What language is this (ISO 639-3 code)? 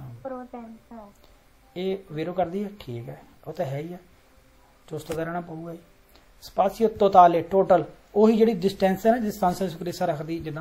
pan